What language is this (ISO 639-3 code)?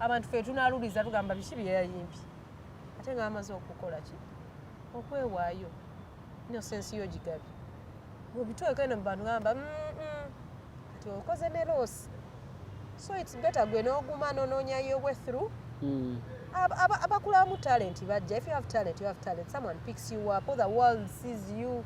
lug